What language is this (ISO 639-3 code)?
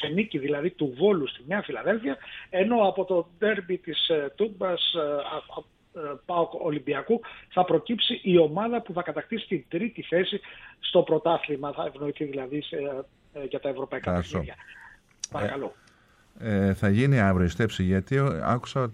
ell